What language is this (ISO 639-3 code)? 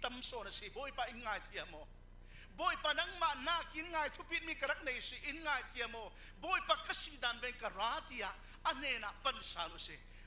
cfm